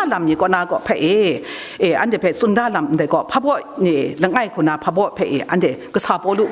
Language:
Kachin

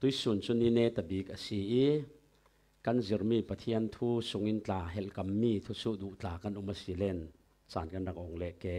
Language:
Falam Chin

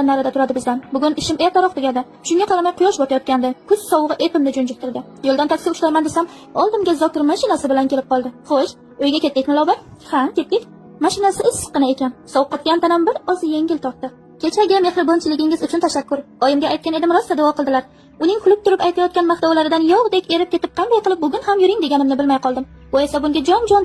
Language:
Uzbek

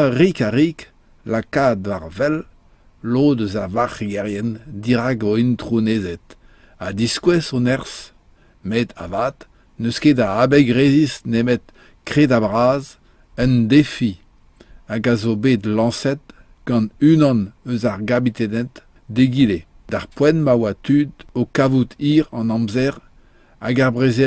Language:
Breton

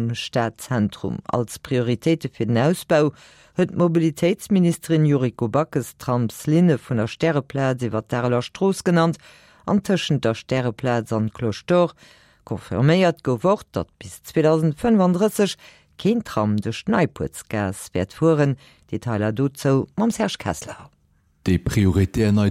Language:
Luxembourgish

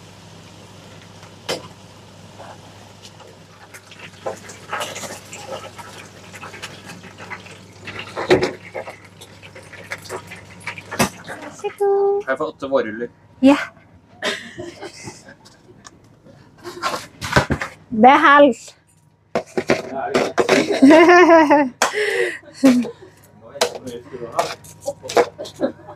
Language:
Norwegian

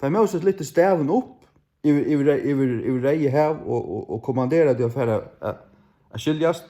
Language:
Faroese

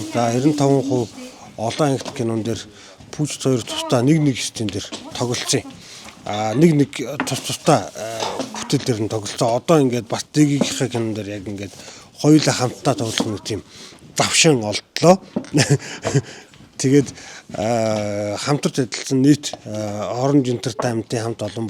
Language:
Mongolian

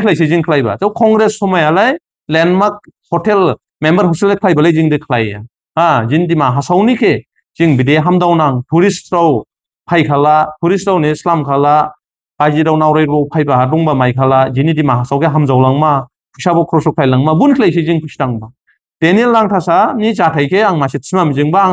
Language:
Dimasa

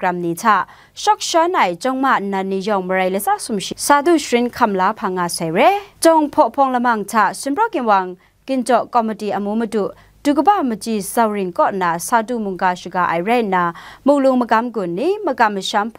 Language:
Kachin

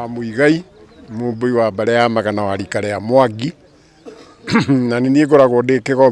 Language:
Kikuyu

